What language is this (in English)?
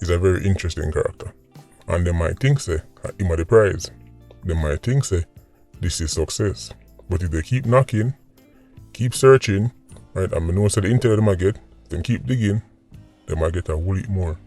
Jamaican Creole English